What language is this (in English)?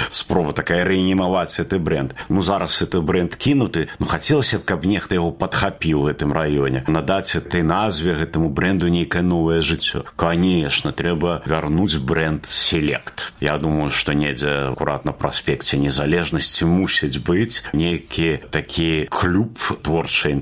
Belarusian